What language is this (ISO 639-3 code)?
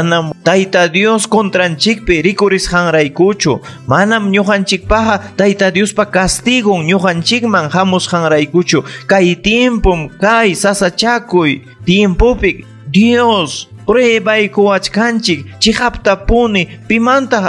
quy